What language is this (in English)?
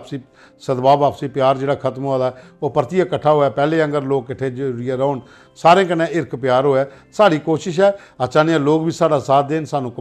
Dogri